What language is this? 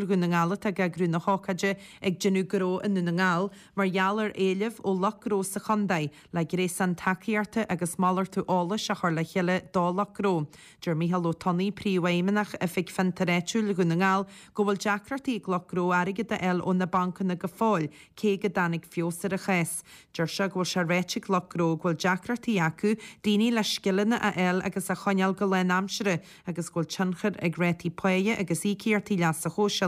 Irish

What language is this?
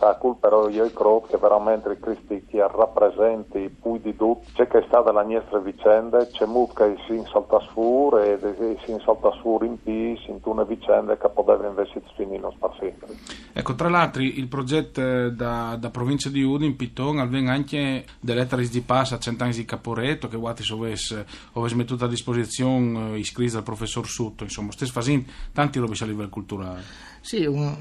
Friulian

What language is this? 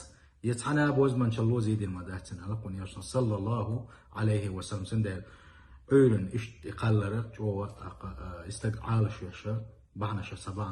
Chechen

